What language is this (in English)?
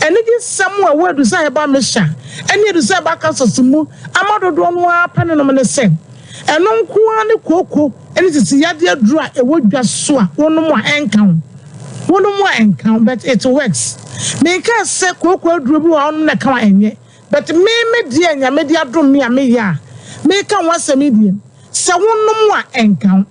Akan